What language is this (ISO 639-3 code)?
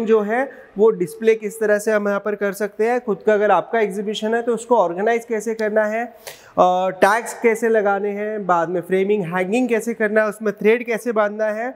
hin